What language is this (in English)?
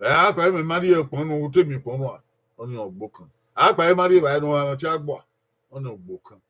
Bini